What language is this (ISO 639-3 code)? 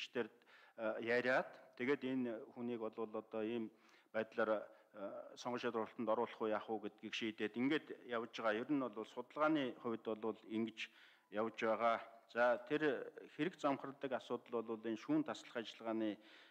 mon